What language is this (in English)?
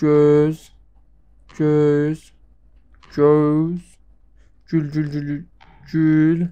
South Azerbaijani